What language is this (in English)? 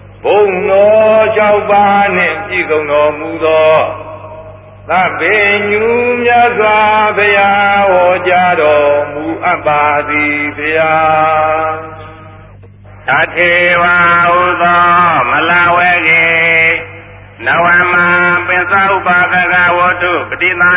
Burmese